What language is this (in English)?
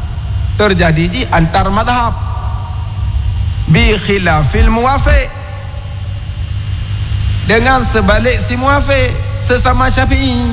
Malay